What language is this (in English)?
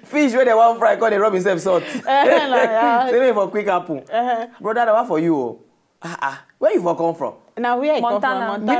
Nigerian Pidgin